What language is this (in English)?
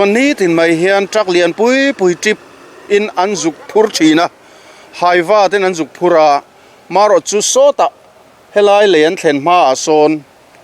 Mizo